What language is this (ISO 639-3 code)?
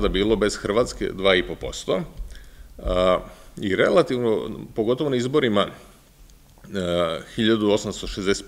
srp